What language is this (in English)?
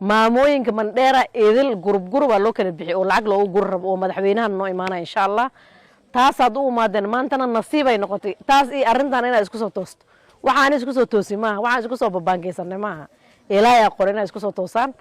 Somali